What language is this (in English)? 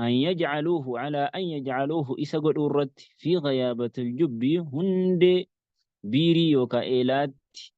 Oromo